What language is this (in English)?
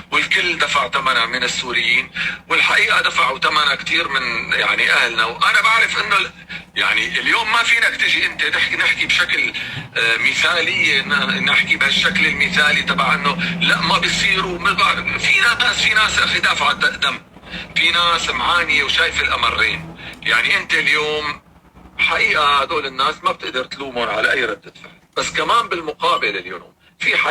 North Levantine Arabic